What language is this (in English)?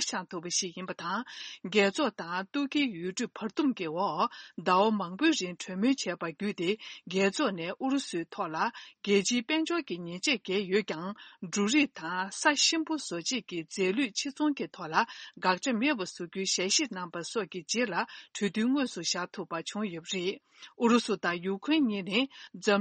Tibetan